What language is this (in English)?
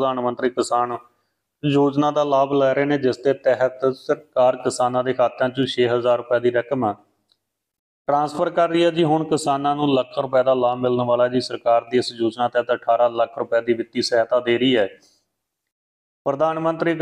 Punjabi